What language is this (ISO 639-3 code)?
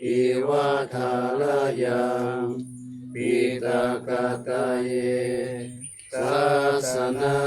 pli